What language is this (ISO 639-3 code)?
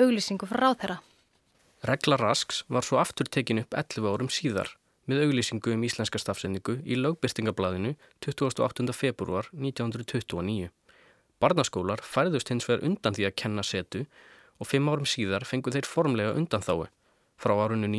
isl